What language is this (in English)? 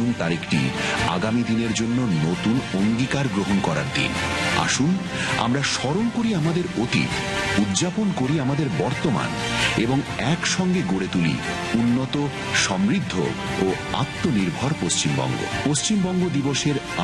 Bangla